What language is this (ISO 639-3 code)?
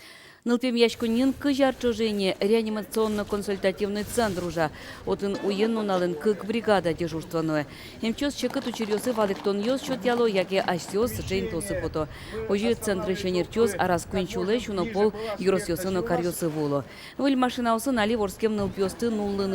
udm